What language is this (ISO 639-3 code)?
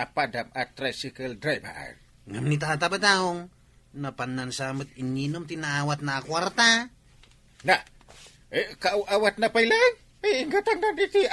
ilo